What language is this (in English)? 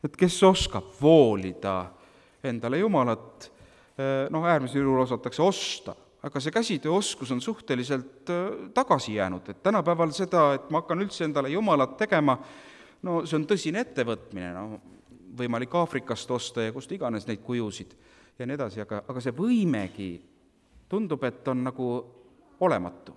Estonian